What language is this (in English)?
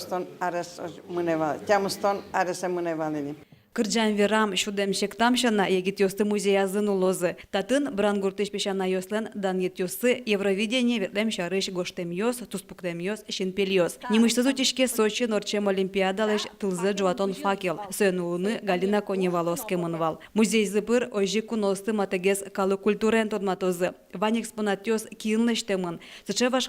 Udmurt